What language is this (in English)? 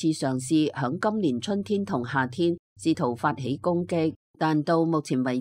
Cantonese